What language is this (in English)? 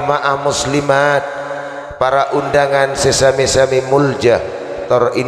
Madurese